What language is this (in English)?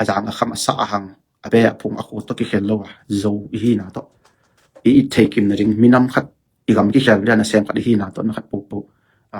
Tedim Chin